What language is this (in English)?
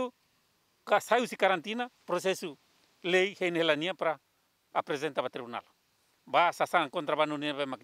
Tetum